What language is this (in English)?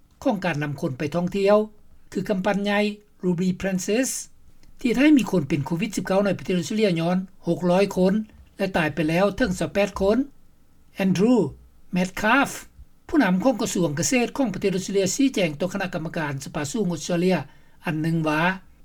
Lao